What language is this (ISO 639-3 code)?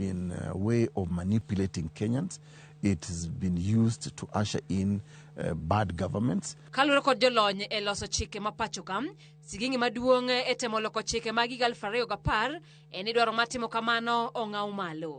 luo